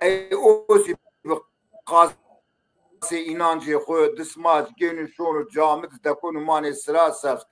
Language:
Zaza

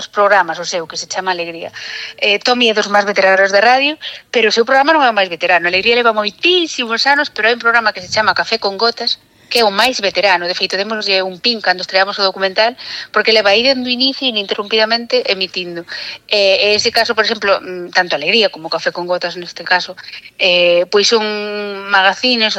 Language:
Galician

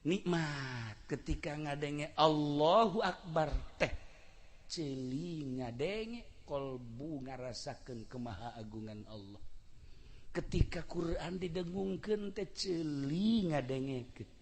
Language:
Sundanese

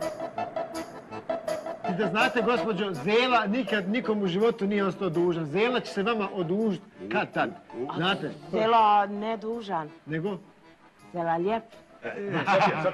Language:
Bosnian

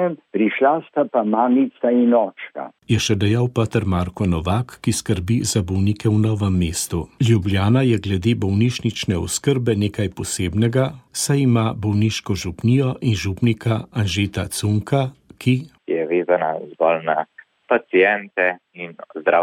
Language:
Slovenian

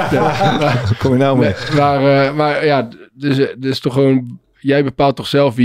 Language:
Dutch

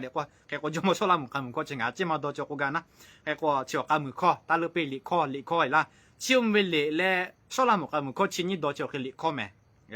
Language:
Lahu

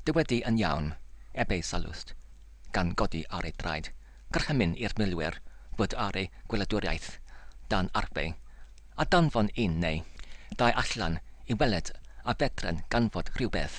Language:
Welsh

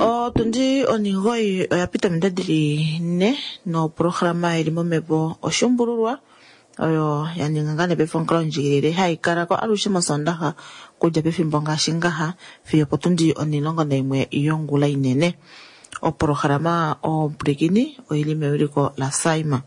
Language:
Kuanyama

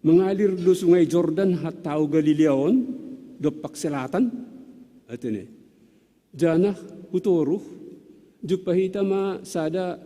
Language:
Batak Simalungun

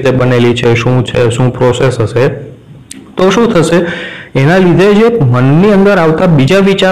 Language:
Gujarati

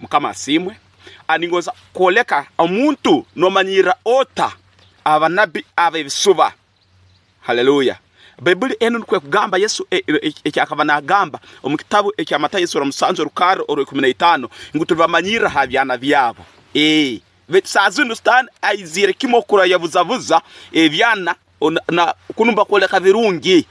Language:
Tooro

